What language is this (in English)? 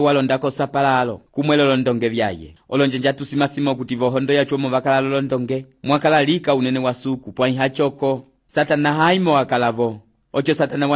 Umbundu